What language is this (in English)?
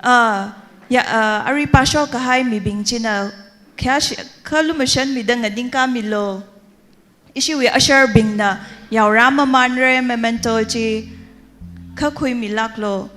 Tangkhul Naga (India)